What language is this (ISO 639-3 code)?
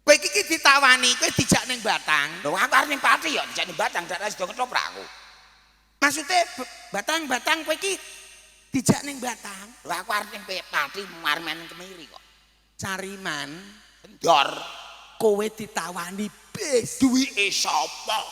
jav